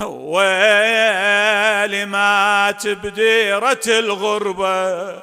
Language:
Mesopotamian Arabic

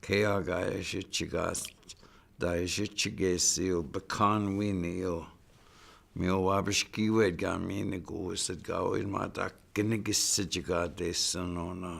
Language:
Chippewa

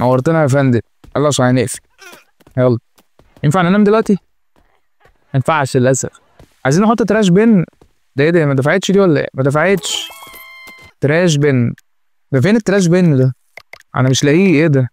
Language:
Egyptian Arabic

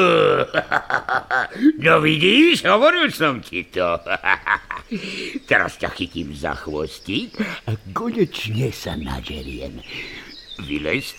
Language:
Slovak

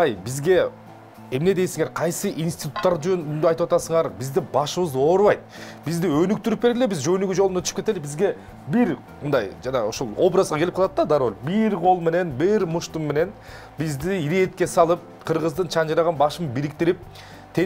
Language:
Kyrgyz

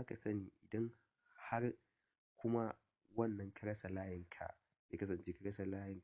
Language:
Hausa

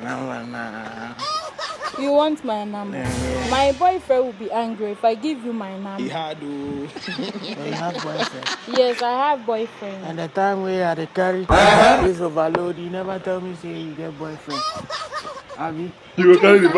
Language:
Nigerian Pidgin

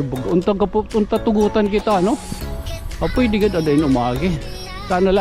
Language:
Waray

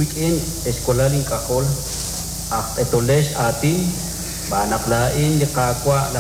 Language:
Kekchí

